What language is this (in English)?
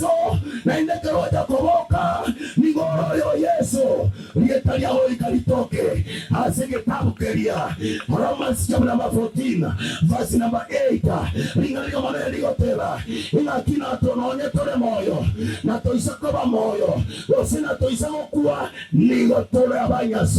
Gusii